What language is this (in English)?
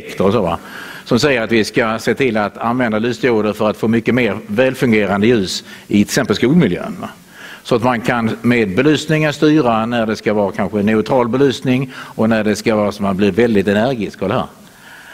Swedish